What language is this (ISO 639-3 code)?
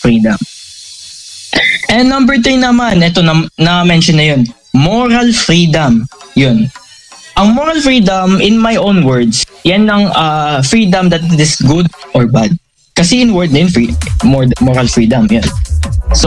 fil